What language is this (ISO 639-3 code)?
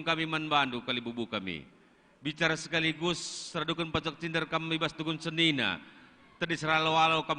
btx